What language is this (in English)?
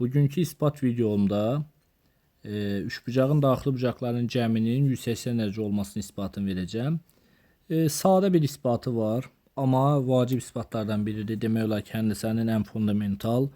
Azerbaijani